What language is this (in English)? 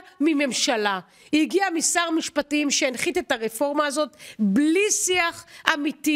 Hebrew